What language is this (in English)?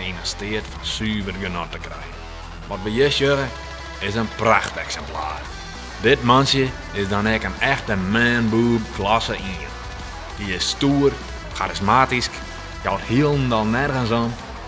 Western Frisian